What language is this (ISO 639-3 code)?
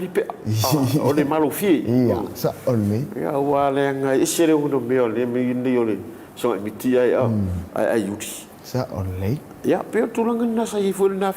smo